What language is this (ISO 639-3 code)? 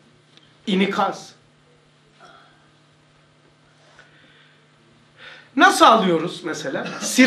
tur